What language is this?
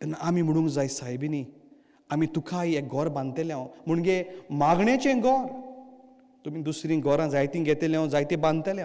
Konkani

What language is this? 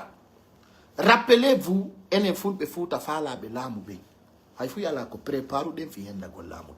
Pular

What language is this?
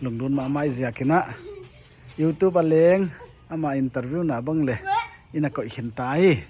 Paite Chin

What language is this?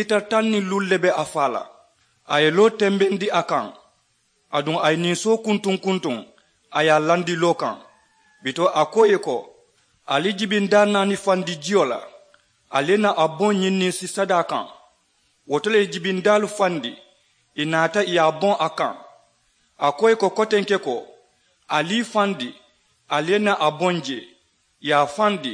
Mandingo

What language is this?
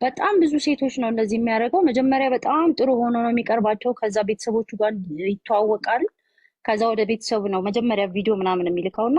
Amharic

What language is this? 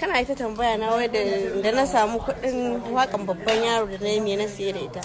Hausa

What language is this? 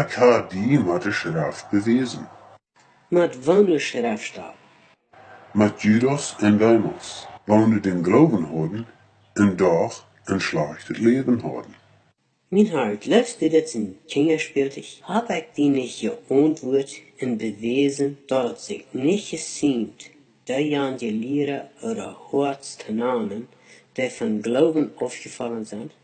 Plautdietsch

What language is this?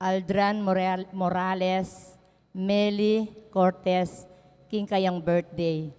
Pampanga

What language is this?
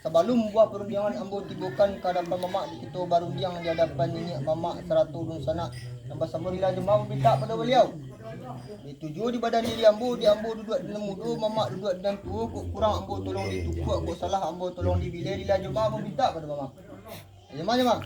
Minangkabau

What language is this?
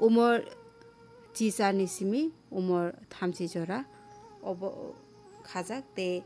Kok Borok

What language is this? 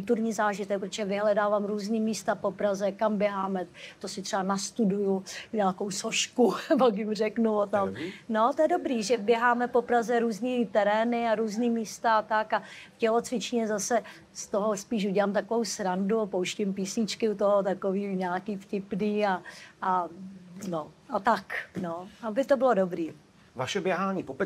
Czech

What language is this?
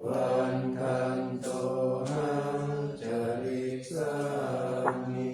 Pali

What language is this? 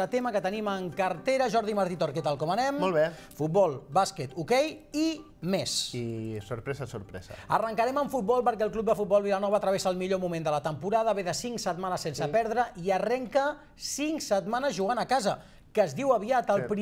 Catalan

